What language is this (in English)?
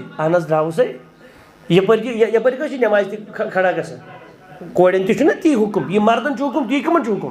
Kashmiri